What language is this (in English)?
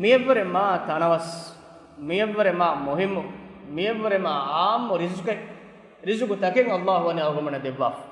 Divehi